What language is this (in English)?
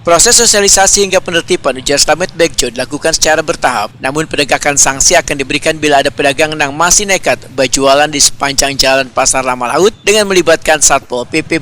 Banjar